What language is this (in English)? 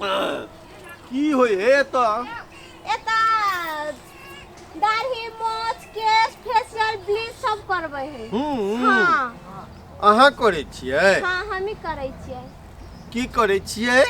Maithili